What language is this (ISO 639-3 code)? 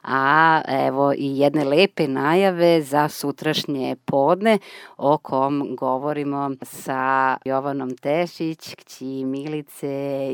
srp